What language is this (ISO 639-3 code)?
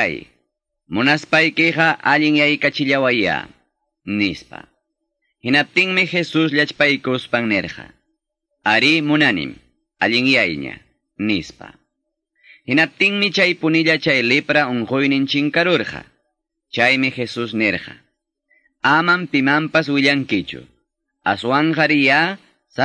que